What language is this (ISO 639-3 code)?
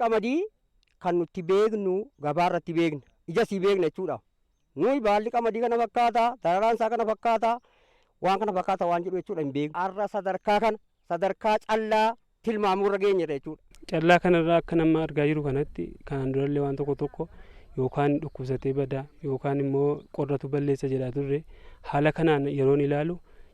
orm